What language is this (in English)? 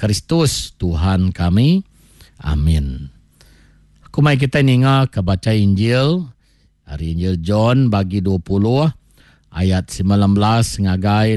Iban